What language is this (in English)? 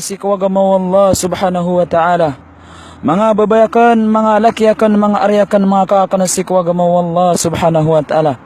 Maranao